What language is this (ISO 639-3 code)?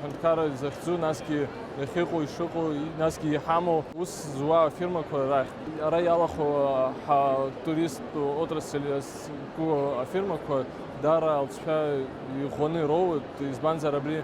abk